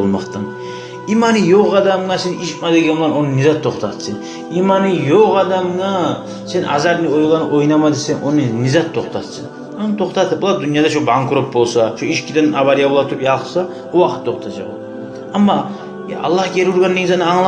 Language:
Kumyk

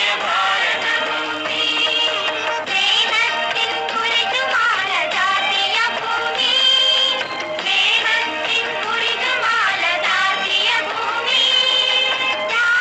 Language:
Malayalam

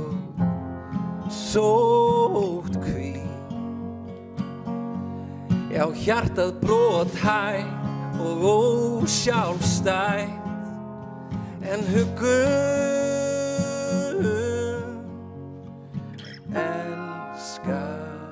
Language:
Icelandic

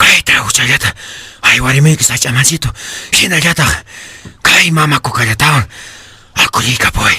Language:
Quechua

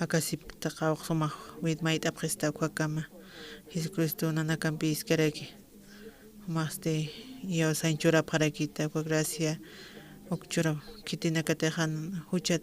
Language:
Aymara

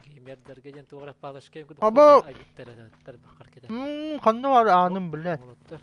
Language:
Yakut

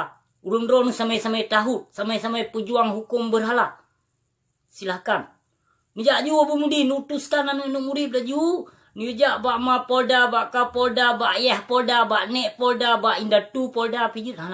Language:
Achinese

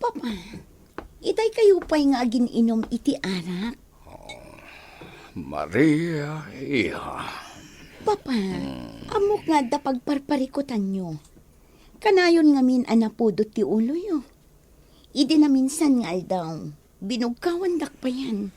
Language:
Iloko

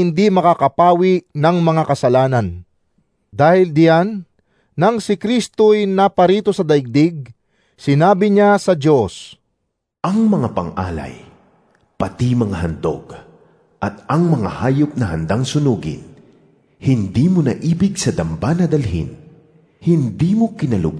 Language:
Filipino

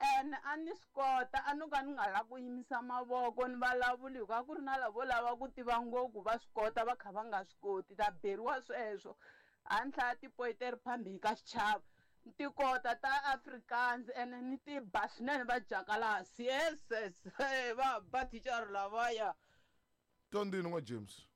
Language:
Tsonga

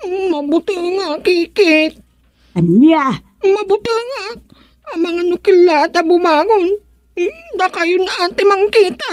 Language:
Iloko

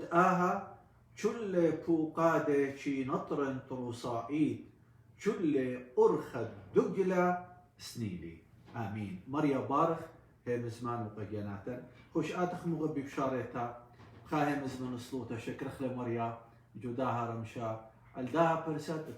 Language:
Assyrian Neo-Aramaic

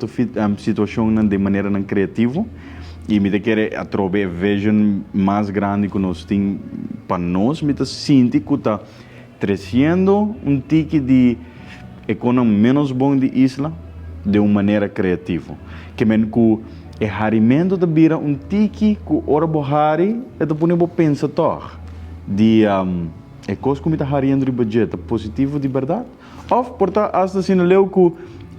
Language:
Papiamento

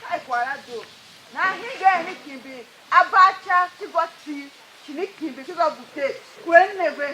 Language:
Tiv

